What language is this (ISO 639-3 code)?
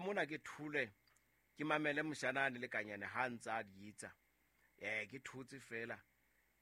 sot